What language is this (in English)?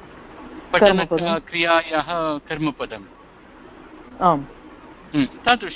Sanskrit